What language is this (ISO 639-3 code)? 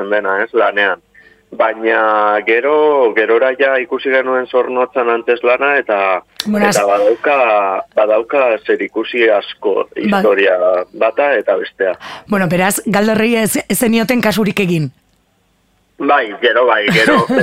eus